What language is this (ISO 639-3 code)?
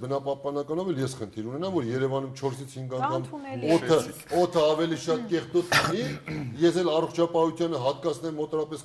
hye